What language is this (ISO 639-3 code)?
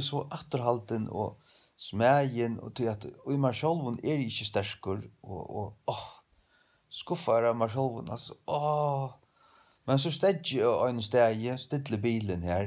fao